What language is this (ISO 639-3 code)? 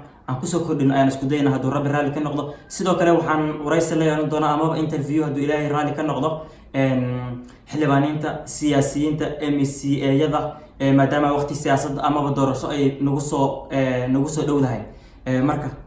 som